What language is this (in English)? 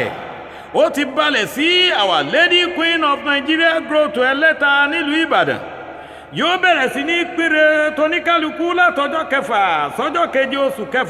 Yoruba